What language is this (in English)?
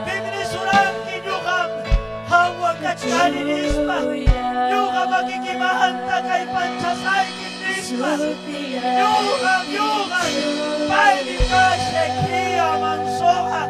Ayacucho Quechua